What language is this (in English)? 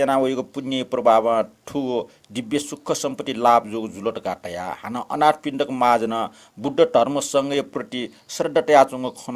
Newari